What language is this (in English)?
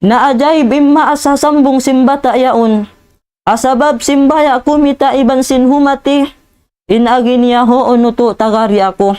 Tausug